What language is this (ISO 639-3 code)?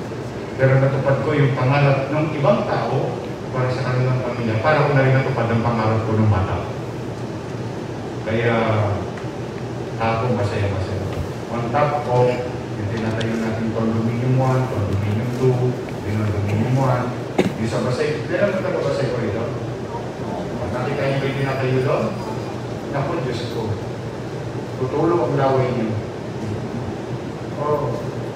fil